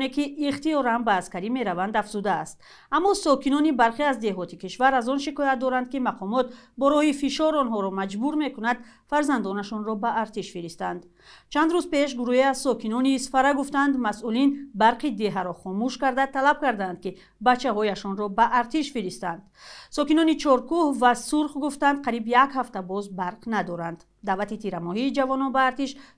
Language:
Tajik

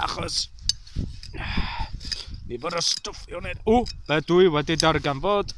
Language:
Welsh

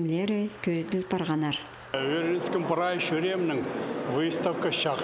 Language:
Khakas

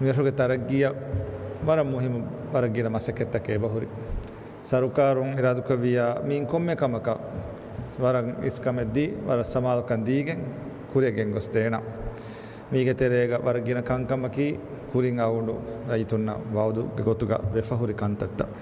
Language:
Divehi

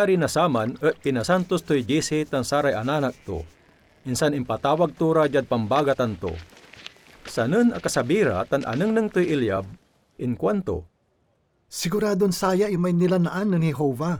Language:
Pangasinan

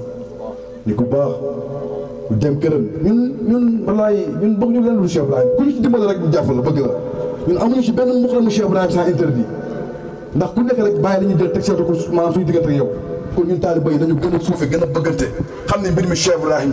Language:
Wolof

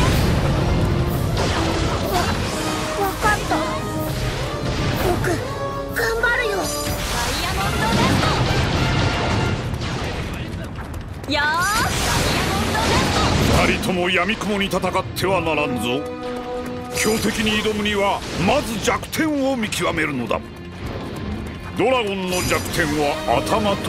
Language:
Japanese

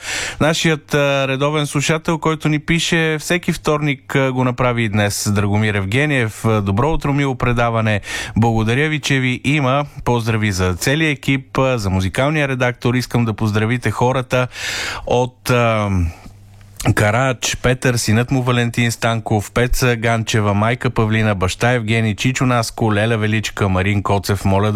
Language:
Bulgarian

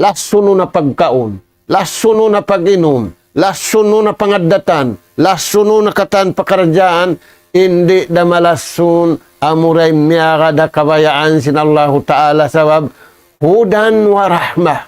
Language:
Tausug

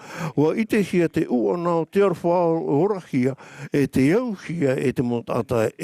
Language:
Tahitian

